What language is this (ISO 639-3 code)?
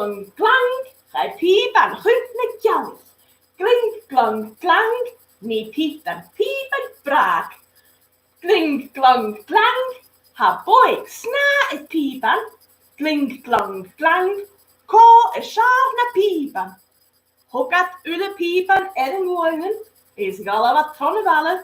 gla